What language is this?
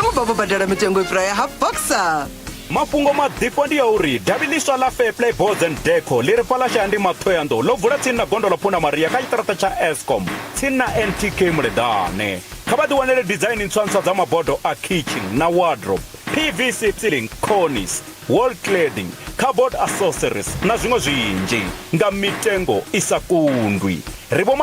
Venda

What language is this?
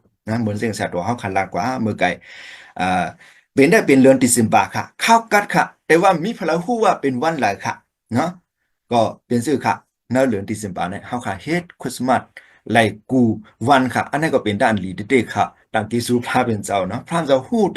Shan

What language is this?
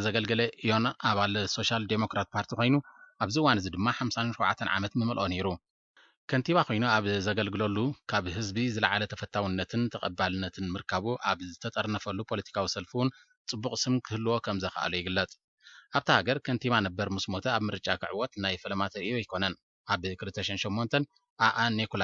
Tigrinya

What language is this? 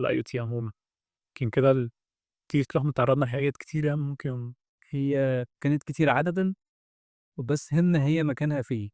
Egyptian Arabic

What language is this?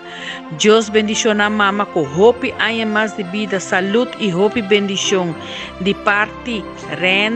Papiamento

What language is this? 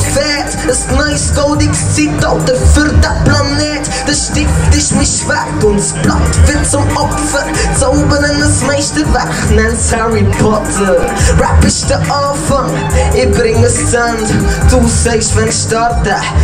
Swiss German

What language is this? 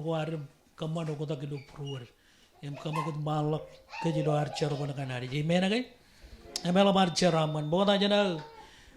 Marshallese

